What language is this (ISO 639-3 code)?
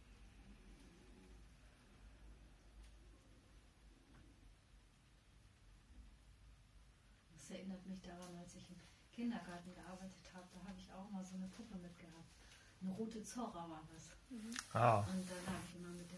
deu